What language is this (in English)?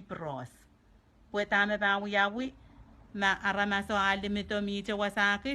Pohnpeian